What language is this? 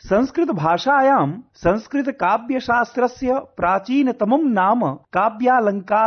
Sanskrit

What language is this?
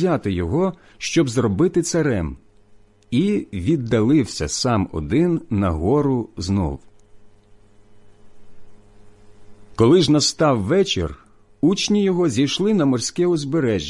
Ukrainian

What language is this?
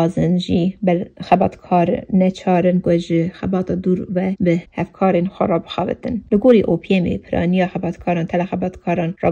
Kurdish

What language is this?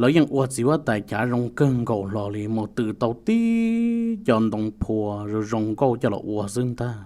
Hmong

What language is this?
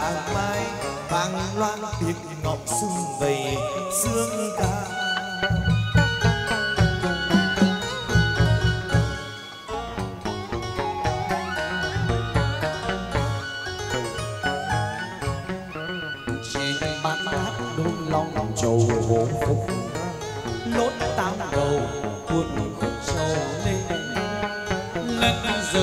Vietnamese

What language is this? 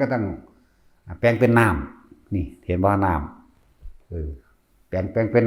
Northeastern Thai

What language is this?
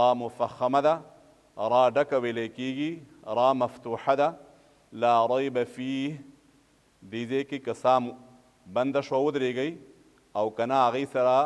Pashto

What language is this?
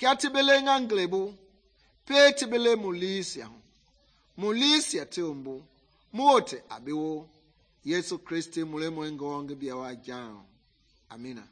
Mende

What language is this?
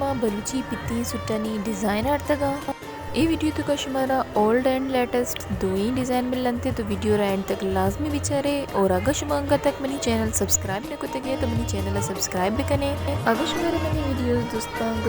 Baluchi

